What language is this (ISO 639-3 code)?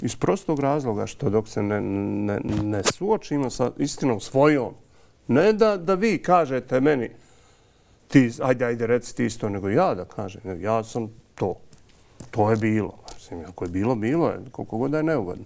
bos